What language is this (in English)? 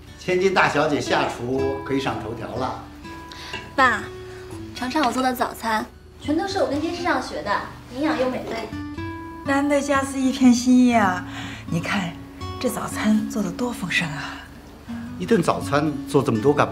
Chinese